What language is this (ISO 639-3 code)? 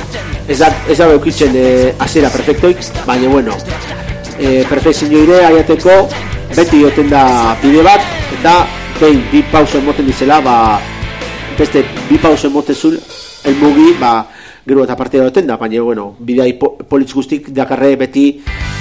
eus